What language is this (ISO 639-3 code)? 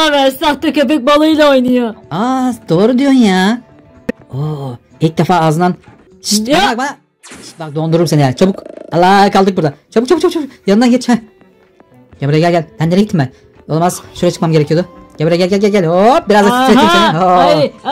tur